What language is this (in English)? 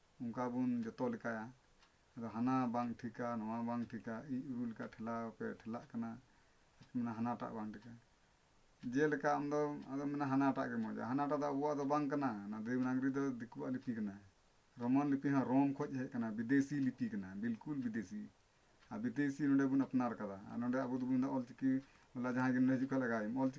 Santali